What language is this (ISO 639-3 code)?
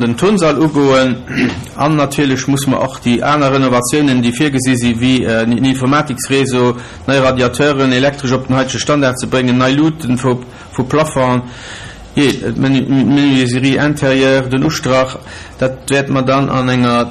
ltz